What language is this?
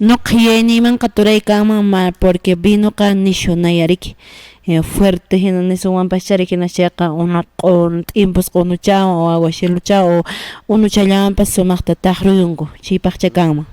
Quechua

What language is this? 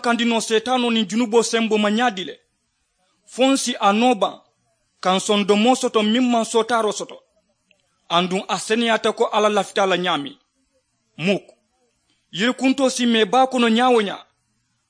Mandingo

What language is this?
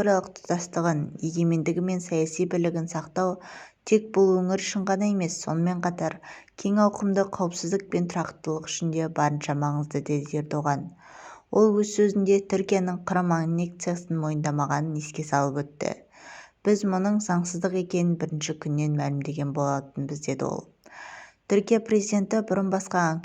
Kazakh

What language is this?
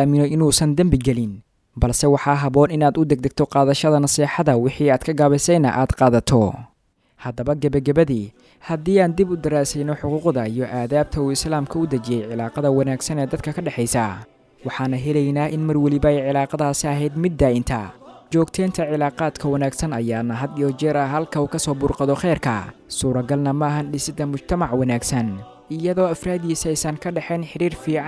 Somali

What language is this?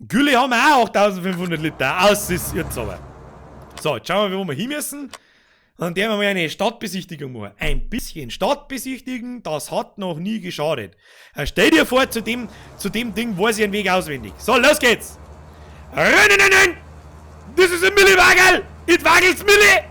Bavarian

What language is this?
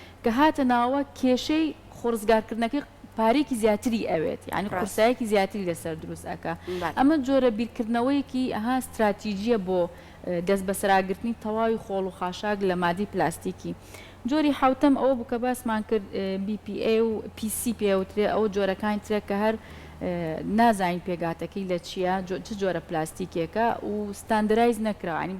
Central Kurdish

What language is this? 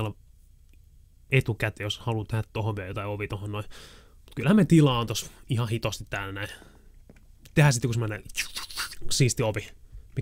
Finnish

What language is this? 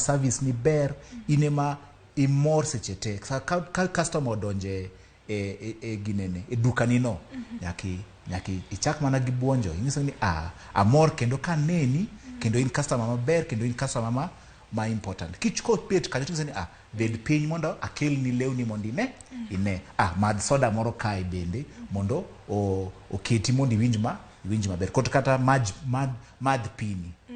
Luo (Kenya and Tanzania)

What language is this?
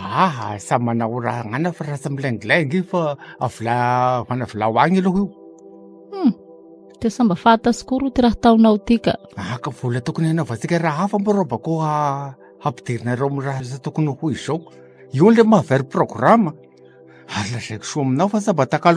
Malagasy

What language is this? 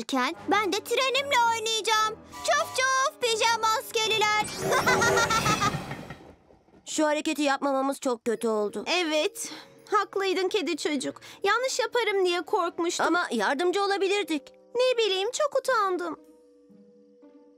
Turkish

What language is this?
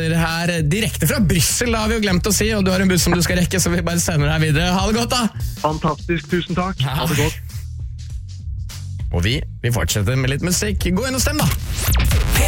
Norwegian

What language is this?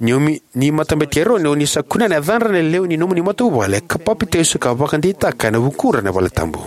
Fijian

